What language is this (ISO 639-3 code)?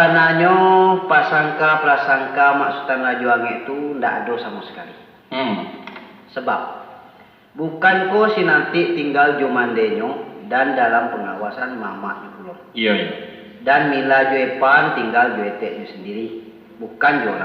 min